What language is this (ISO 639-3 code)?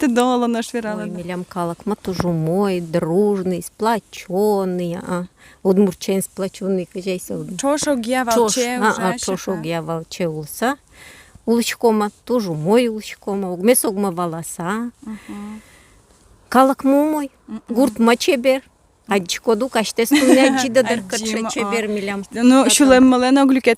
udm